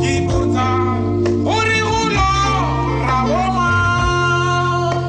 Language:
Tswana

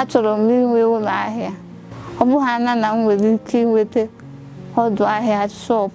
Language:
Igbo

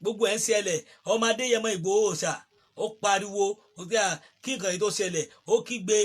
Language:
Yoruba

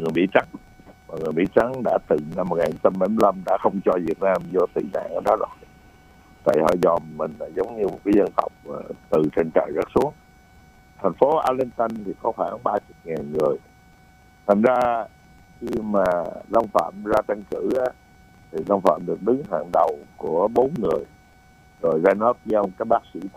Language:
Vietnamese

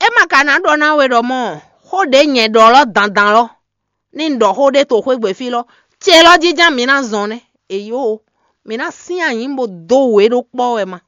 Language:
Fon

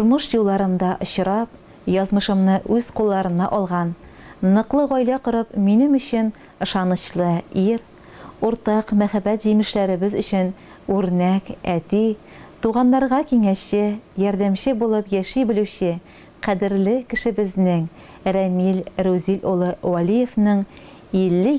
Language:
Tatar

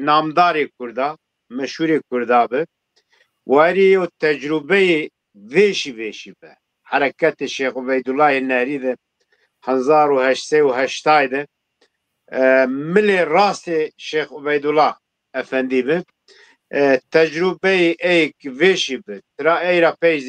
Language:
Zaza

